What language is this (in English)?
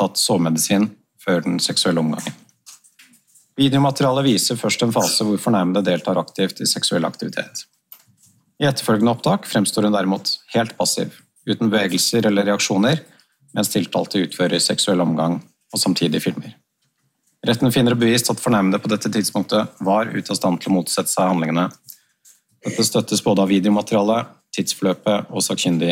Norwegian